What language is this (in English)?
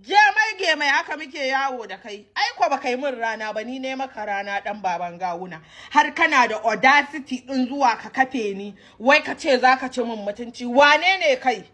Hausa